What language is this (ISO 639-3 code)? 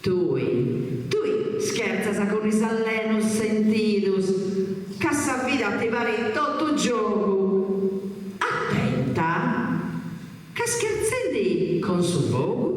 srd